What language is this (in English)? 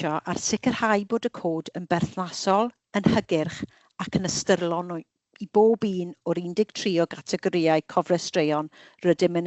Welsh